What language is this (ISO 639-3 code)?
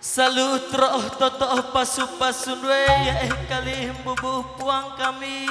btx